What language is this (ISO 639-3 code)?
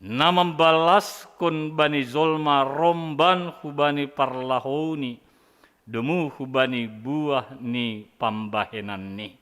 bts